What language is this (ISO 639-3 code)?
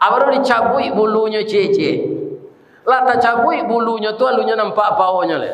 min